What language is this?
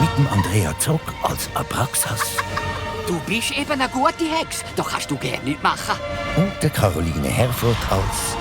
Swiss German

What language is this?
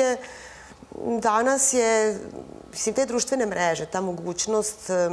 Serbian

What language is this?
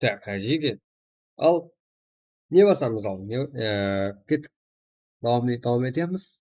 Kara-Kalpak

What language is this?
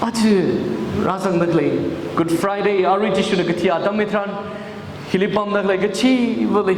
Tangkhul Naga (India)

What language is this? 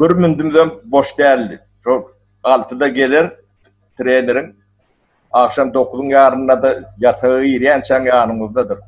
Turkmen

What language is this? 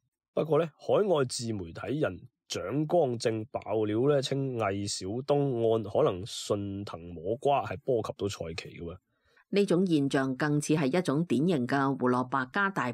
Cantonese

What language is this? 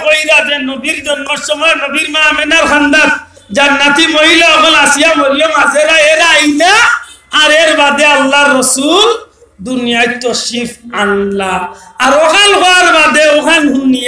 Sylheti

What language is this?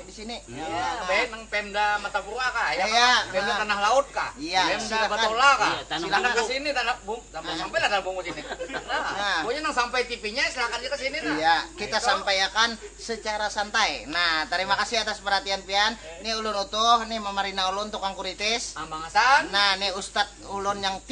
Banjar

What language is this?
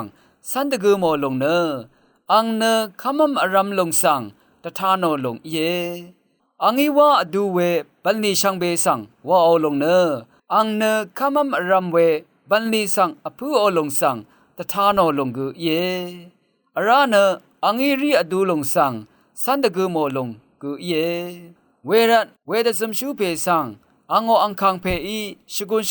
Rawang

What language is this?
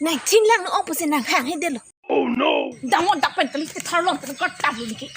Karbi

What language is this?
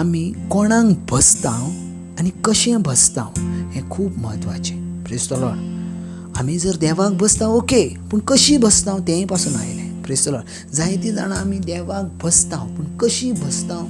Konkani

